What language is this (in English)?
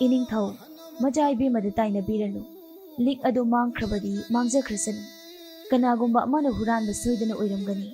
Manipuri